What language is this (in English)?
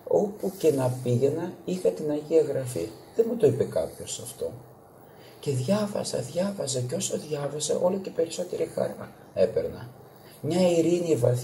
Greek